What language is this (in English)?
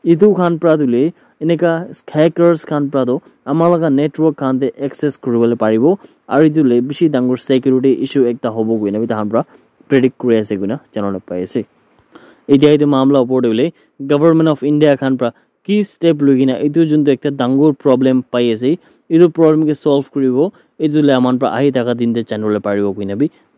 Naga Pidgin